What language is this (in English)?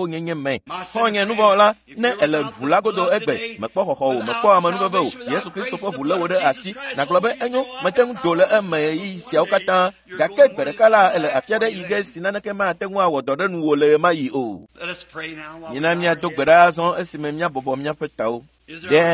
Ewe